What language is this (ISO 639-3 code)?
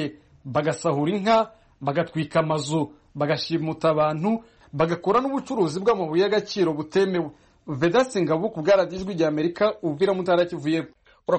kin